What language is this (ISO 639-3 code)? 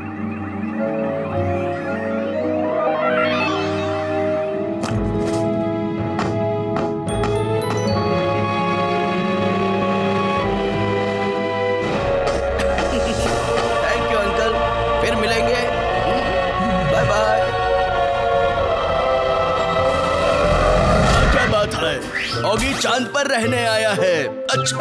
hin